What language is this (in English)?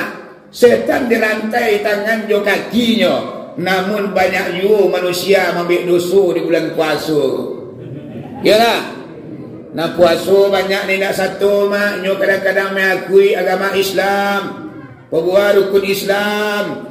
Minangkabau